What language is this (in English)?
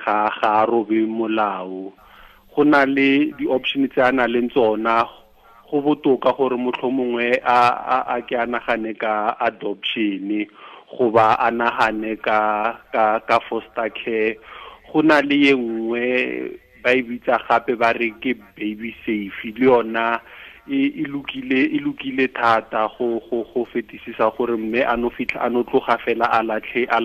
Tswana